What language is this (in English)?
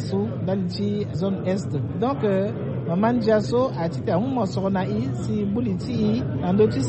Sango